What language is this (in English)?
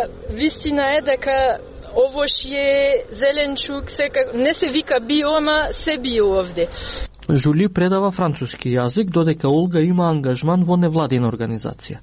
Macedonian